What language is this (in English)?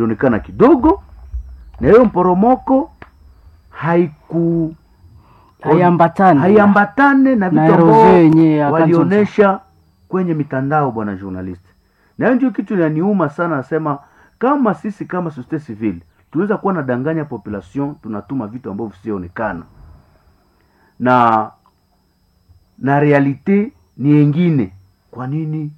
Swahili